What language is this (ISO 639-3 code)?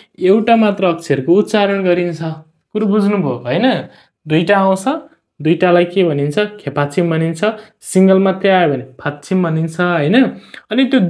nep